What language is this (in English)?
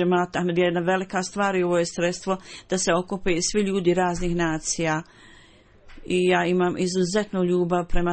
Bosnian